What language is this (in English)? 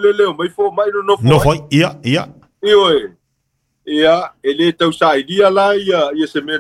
Samoan